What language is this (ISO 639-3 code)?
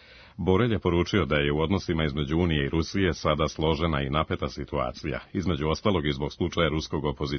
srp